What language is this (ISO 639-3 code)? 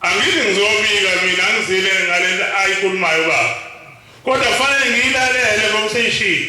zul